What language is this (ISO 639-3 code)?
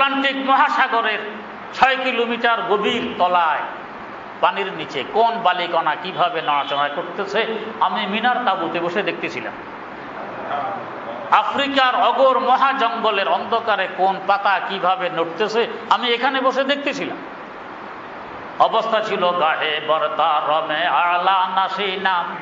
ben